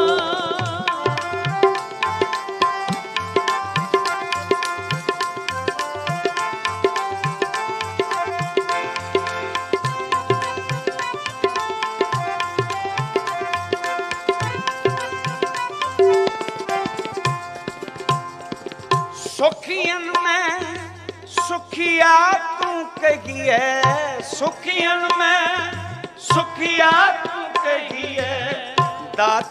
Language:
Punjabi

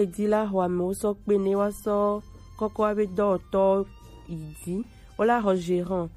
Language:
Gen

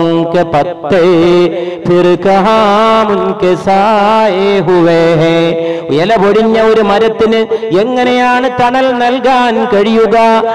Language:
Malayalam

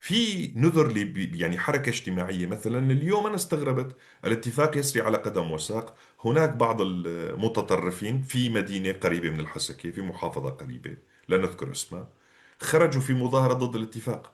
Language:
North Levantine Arabic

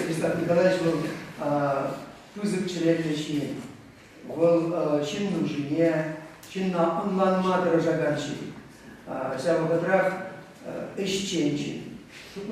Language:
Chuvash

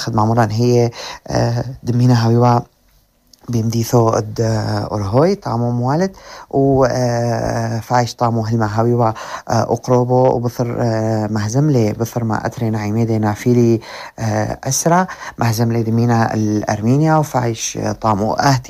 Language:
North Levantine Arabic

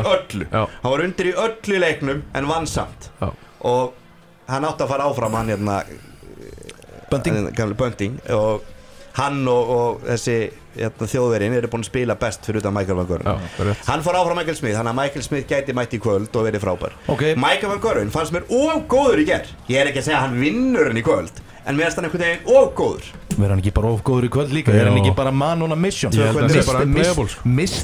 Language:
Icelandic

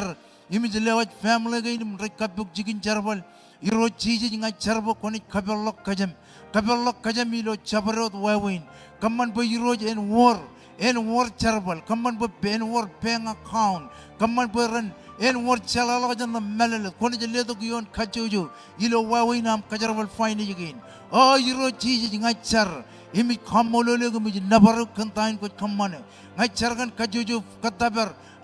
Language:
Marshallese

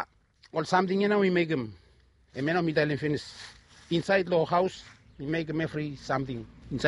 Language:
Bislama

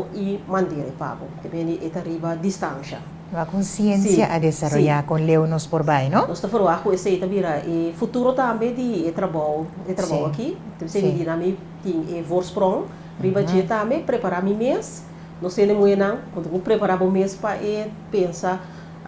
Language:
Papiamento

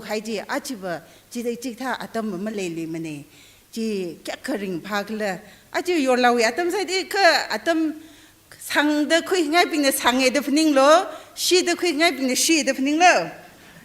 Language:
Tangkhul Naga (India)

